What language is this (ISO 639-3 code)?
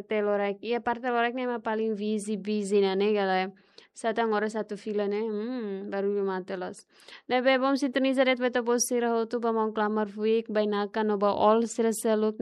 tet